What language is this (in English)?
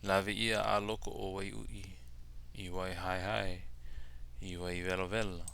Hawaiian